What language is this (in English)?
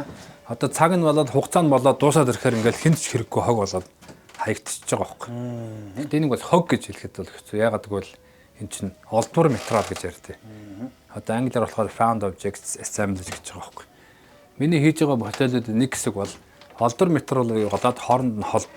Mongolian